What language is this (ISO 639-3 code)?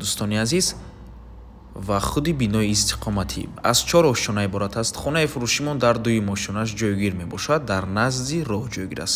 tgk